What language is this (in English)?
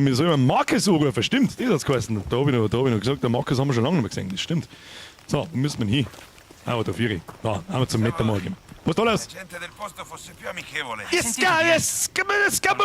Bavarian